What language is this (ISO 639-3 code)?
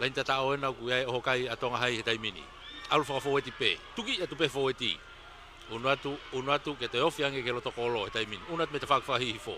ton